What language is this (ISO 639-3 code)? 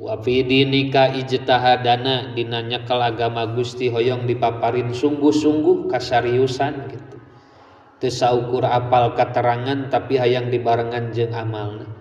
sun